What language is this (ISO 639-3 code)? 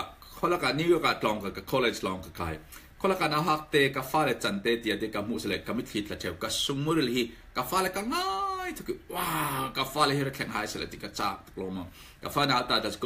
cfm